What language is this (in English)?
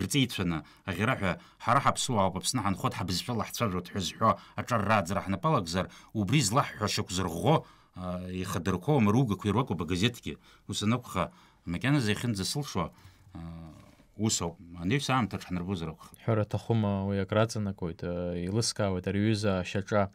Abkhazian